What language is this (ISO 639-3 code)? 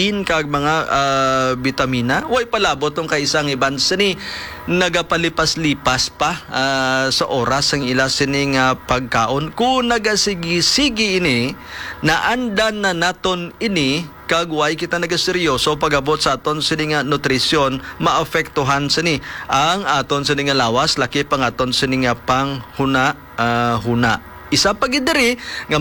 hil